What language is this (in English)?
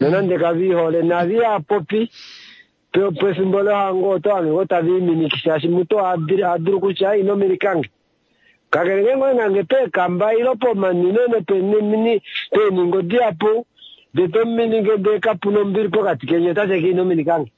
Kuanyama